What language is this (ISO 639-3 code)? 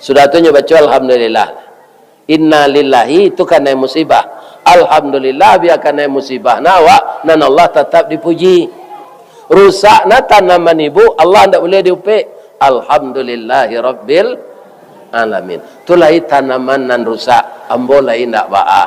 min